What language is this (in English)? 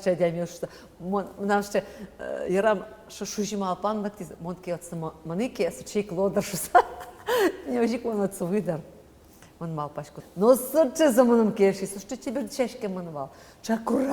Udmurt